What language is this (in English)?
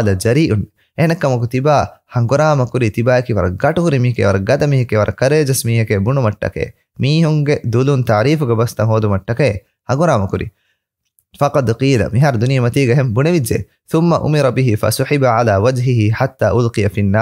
Divehi